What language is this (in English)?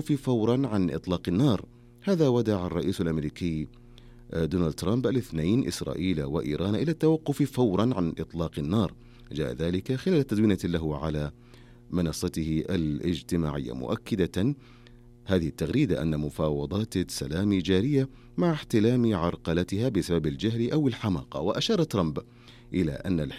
Arabic